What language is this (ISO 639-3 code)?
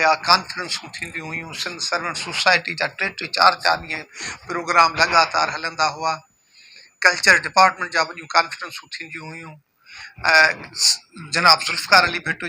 snd